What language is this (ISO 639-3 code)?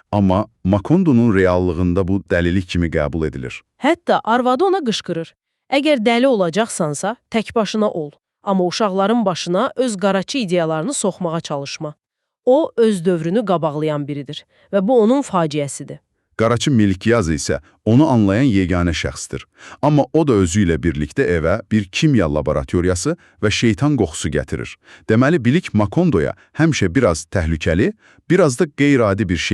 aze